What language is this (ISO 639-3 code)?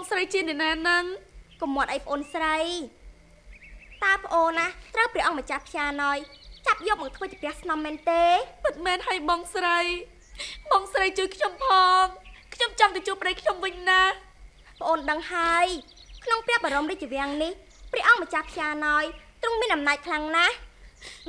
khm